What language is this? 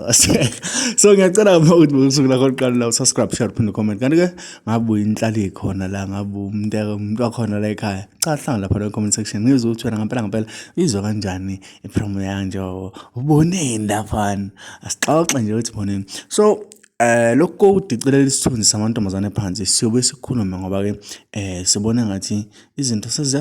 Zulu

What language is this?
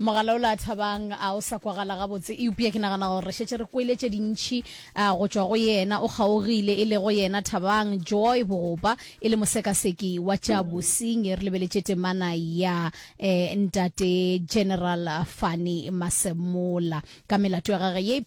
Northern Sotho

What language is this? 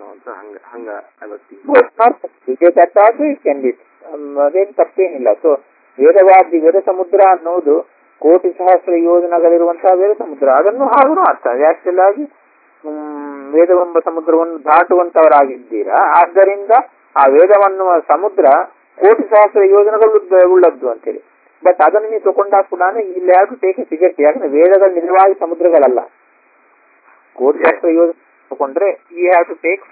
Kannada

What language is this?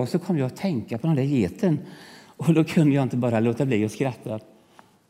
Swedish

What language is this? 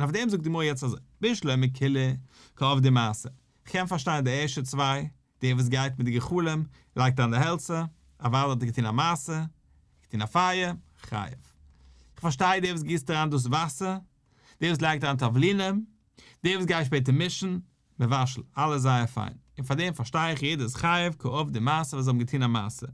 Yiddish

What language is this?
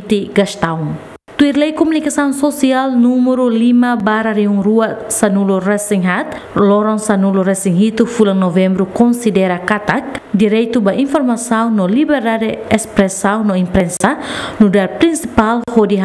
Tetum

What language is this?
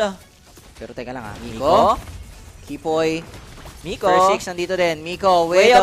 Filipino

